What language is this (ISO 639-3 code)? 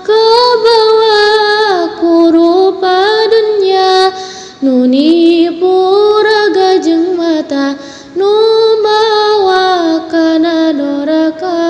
sun